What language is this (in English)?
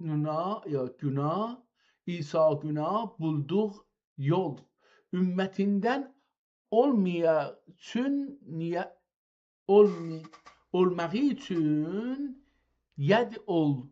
South Azerbaijani